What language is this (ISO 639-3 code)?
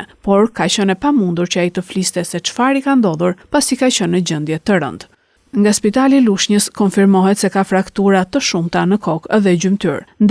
sqi